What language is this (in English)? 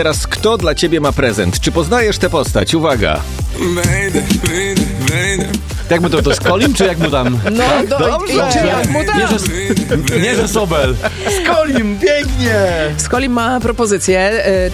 Polish